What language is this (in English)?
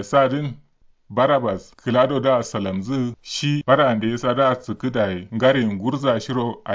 Kanuri